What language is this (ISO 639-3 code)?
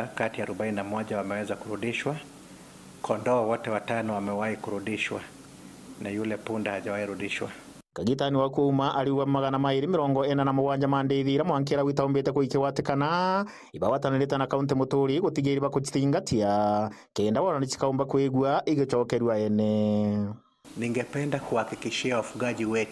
mer